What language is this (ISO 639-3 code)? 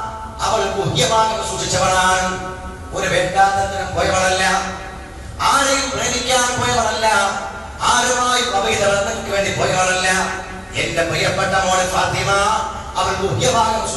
mal